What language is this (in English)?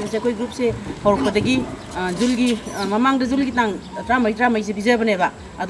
Manipuri